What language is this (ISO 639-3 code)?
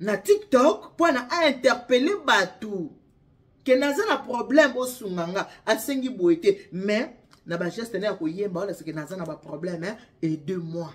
lin